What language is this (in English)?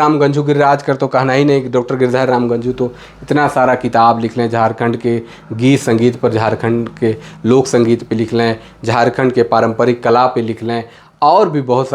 Sadri